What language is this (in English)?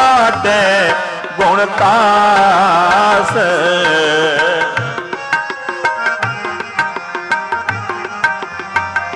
Punjabi